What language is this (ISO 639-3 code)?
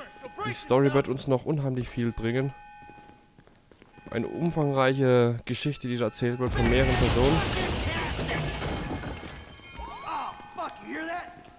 deu